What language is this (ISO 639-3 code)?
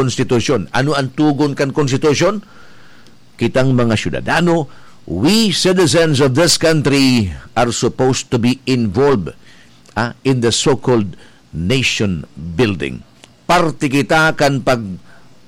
bik